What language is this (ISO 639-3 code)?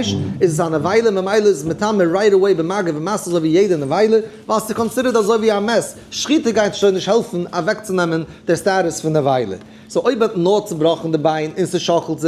yid